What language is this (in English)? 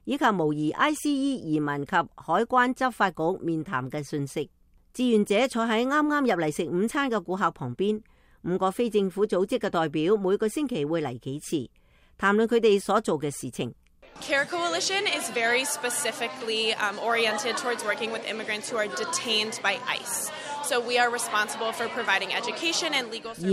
Cantonese